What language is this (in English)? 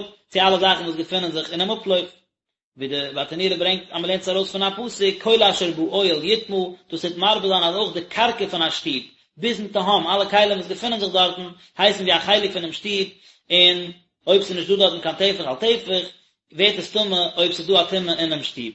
Yiddish